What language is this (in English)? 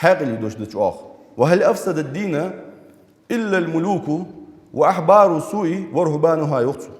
Ingush